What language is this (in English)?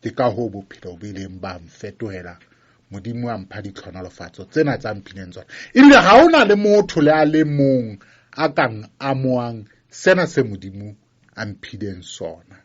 Southern Sotho